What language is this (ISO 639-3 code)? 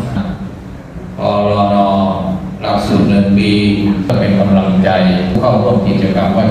tha